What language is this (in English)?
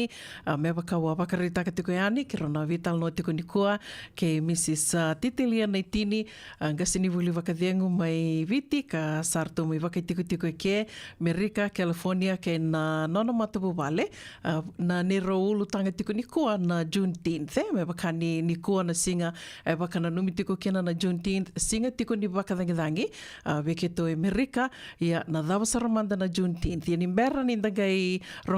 Fijian